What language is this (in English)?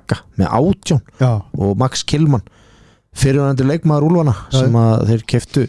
Icelandic